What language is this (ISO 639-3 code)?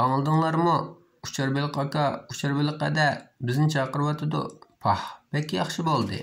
uig